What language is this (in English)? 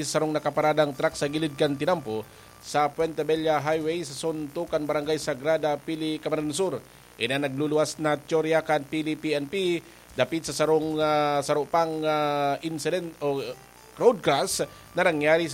Bikol